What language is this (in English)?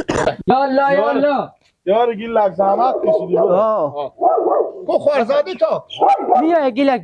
Persian